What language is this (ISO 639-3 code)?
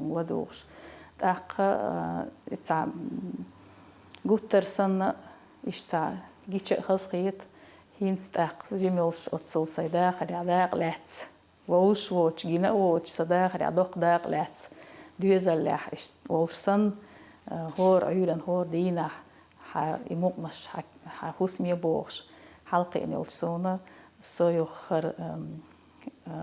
che